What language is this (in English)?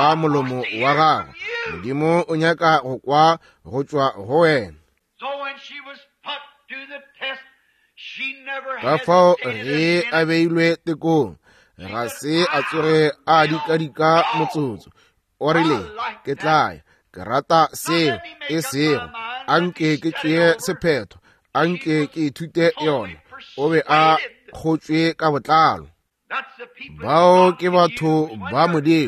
Northern Sotho